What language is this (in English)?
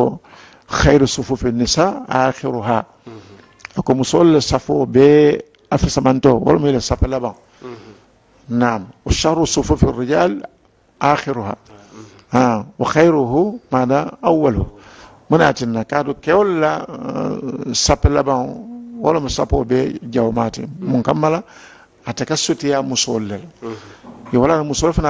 Mandingo